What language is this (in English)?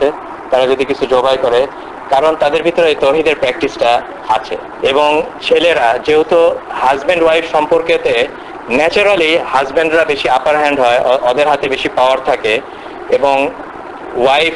Bangla